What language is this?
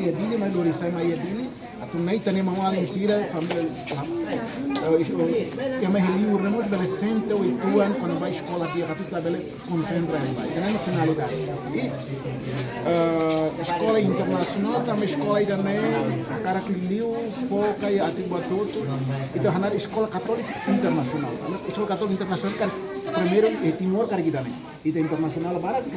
Tetum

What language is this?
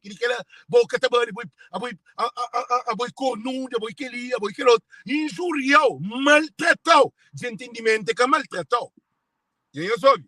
Kabuverdianu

